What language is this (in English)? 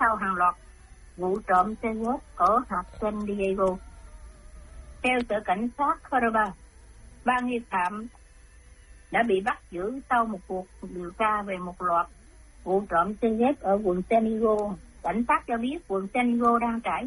Vietnamese